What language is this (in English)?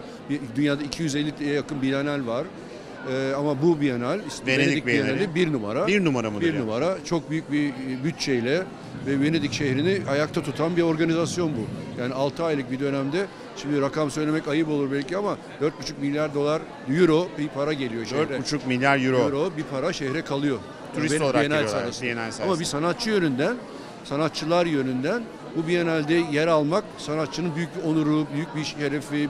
Turkish